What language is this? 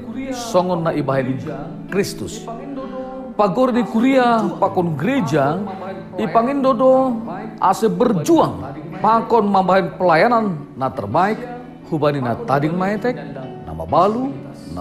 Batak Simalungun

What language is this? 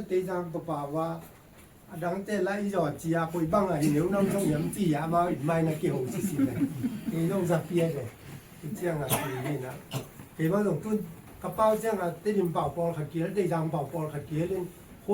Tedim Chin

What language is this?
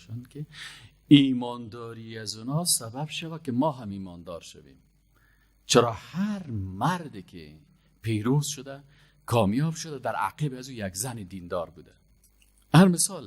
Persian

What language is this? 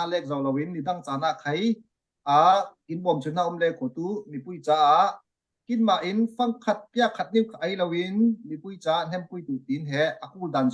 Falam Chin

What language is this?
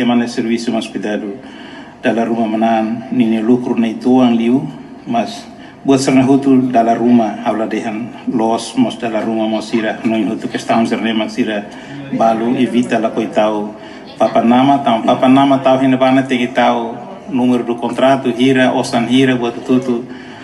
Tetum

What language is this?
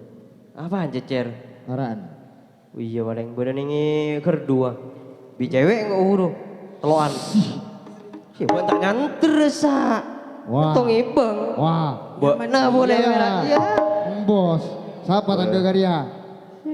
Madurese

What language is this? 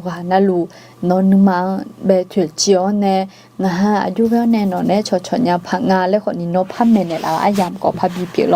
Akha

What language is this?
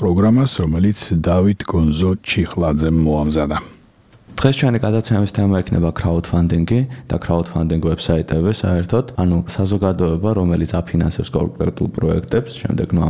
Georgian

